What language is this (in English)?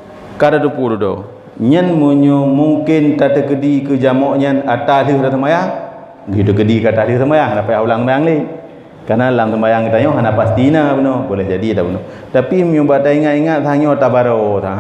Achinese